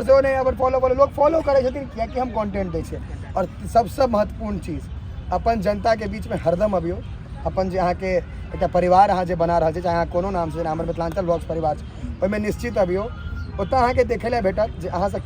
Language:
Maithili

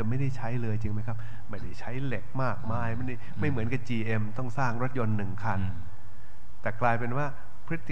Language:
Thai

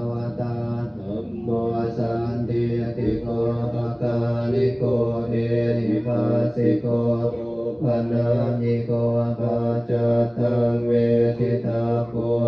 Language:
Pali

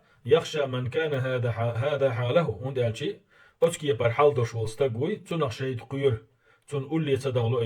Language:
Chechen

